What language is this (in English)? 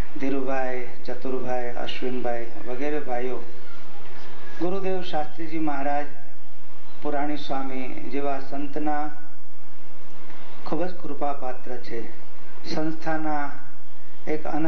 Gujarati